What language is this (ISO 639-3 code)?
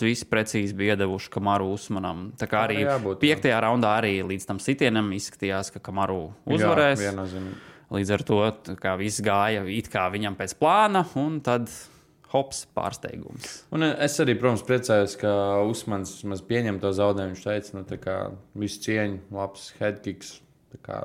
lav